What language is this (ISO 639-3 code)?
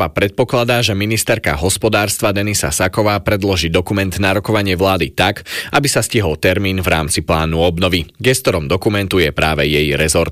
slk